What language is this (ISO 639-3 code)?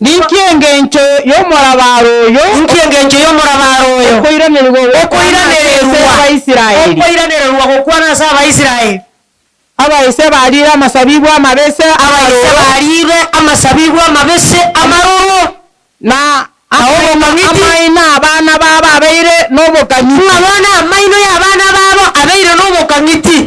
guz